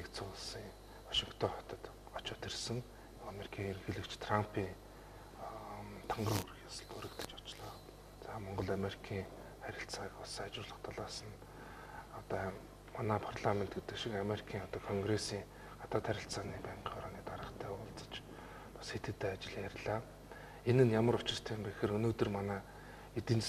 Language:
Mongolian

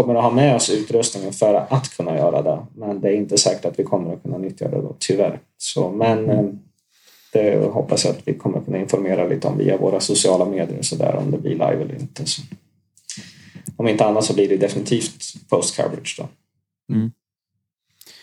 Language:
Swedish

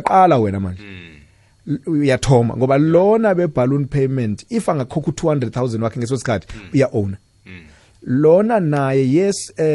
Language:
South Ndebele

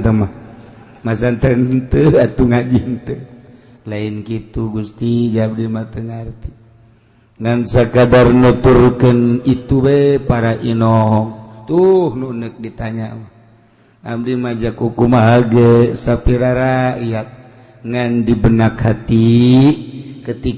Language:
Sundanese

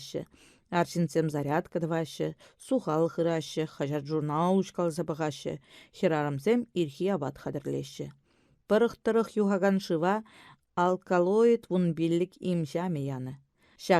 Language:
Chuvash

